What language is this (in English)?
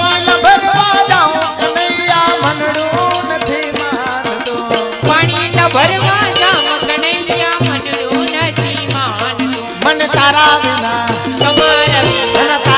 Gujarati